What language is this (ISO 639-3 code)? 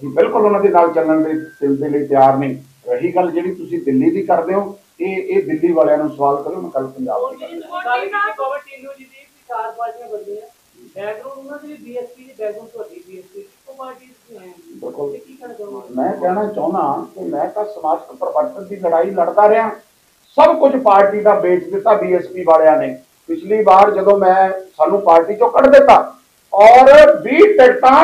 pan